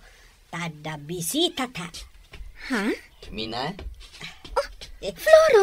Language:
Iloko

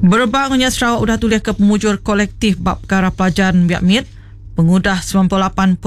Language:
Iban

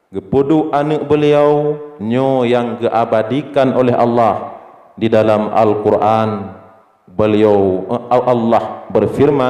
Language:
Achinese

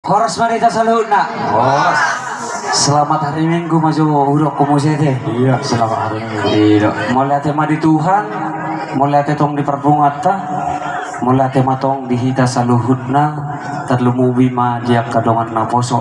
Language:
Batak Toba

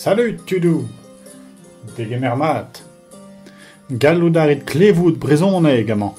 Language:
Breton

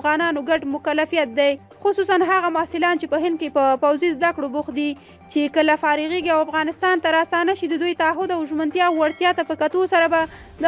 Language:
Pashto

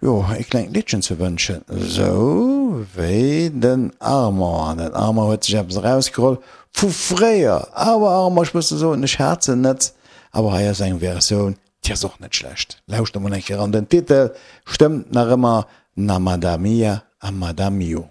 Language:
Luxembourgish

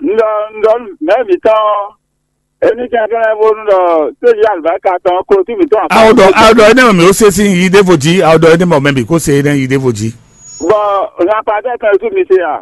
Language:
Fon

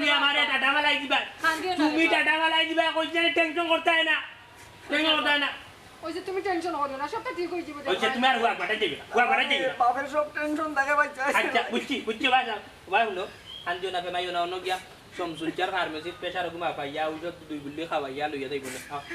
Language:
Sylheti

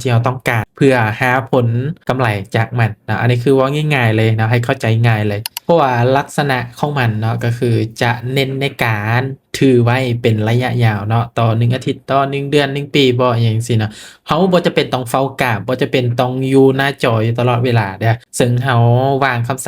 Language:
Lao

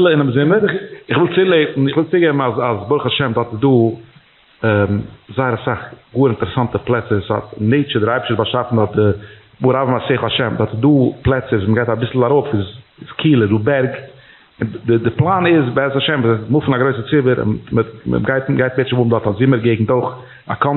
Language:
Yiddish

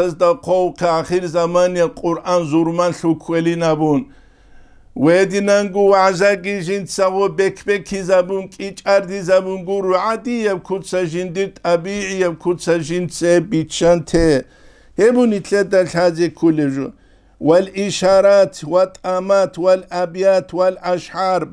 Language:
Avaric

